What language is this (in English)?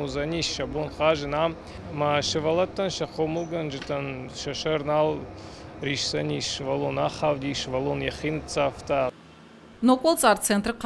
Ossetic